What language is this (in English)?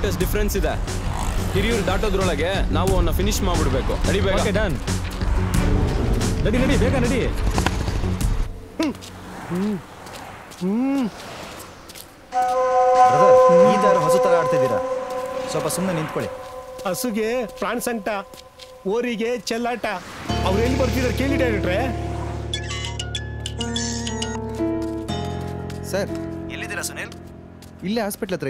Kannada